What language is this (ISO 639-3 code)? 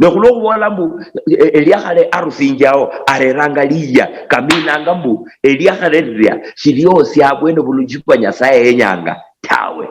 luy